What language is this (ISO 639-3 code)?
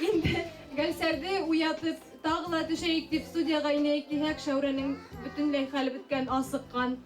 bak